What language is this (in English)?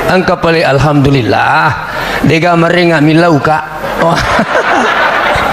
Buginese